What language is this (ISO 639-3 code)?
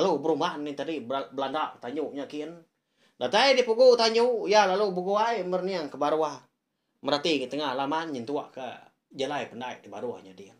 iba